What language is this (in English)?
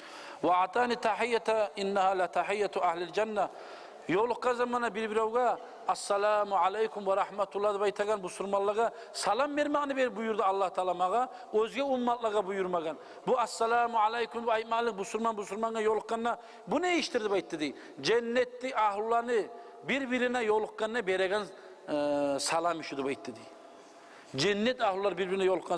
Kumyk